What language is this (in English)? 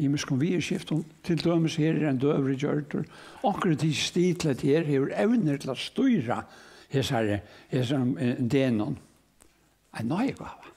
Faroese